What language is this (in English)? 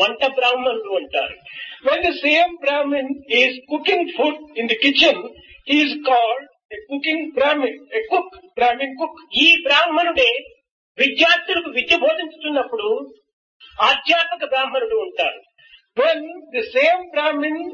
Telugu